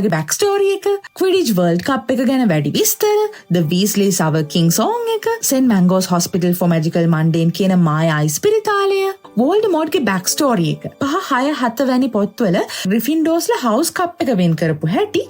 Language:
Sinhala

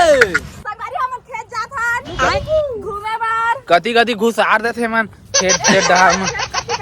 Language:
Chhattisgarhi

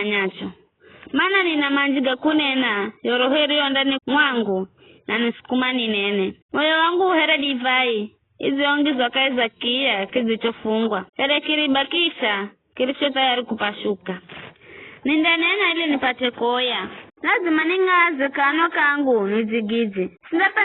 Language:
Giryama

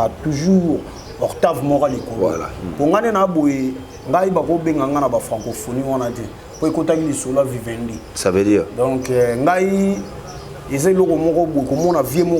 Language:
Lingala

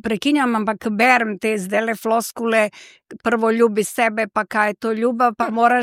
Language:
Slovenian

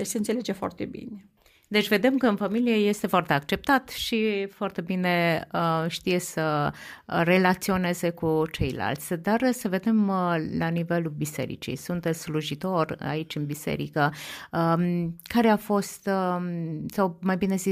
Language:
Romanian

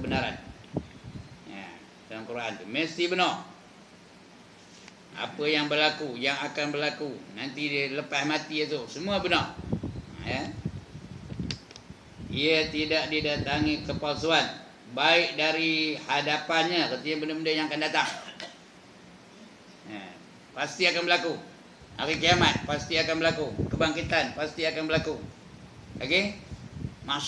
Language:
Malay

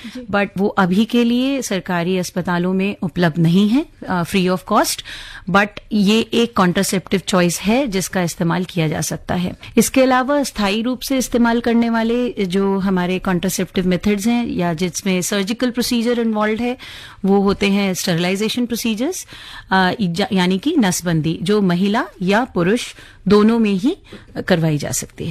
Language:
Hindi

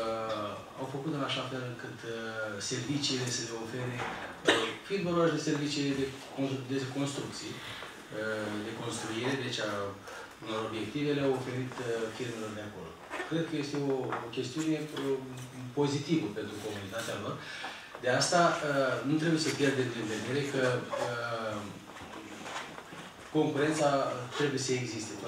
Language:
Romanian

